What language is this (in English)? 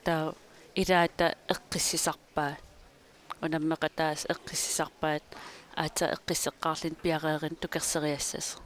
Kalaallisut